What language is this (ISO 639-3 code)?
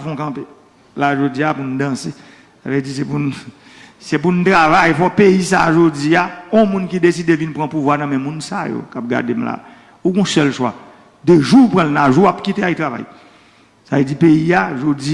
hat